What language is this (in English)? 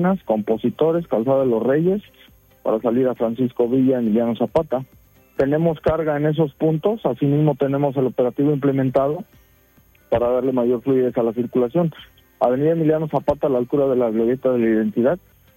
Spanish